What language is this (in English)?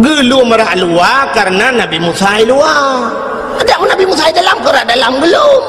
Achinese